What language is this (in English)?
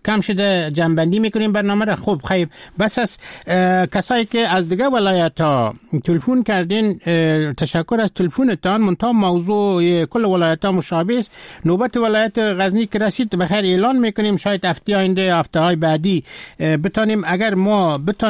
Persian